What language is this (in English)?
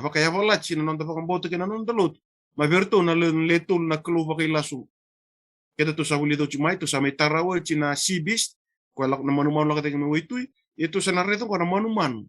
Fijian